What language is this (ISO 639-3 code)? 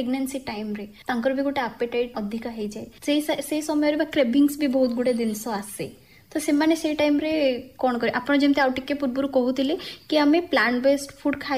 ori